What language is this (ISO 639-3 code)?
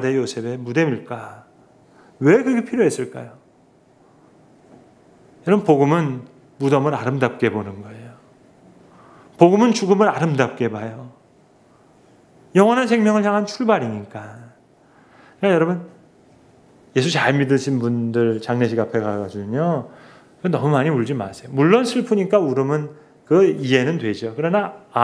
kor